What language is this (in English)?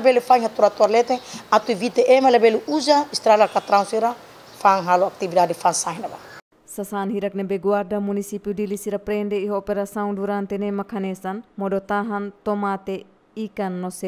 Tetum